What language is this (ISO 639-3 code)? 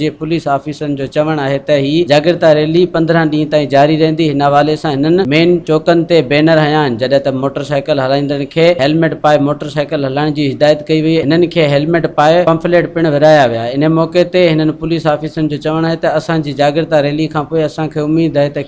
snd